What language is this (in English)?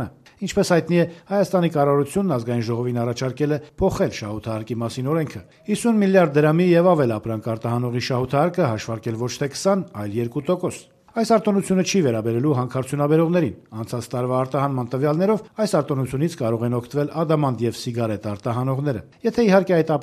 Armenian